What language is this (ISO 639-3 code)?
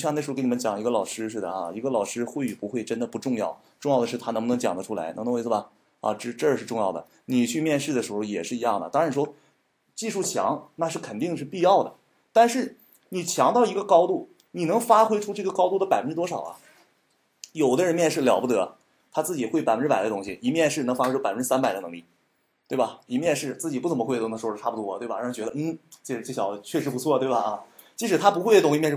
zho